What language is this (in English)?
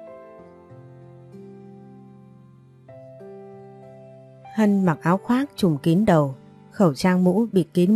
Vietnamese